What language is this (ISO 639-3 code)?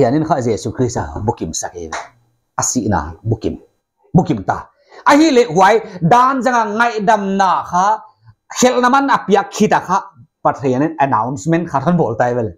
pck